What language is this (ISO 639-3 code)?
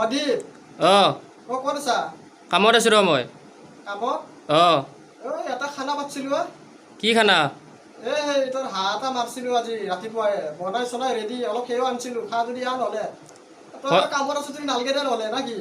asm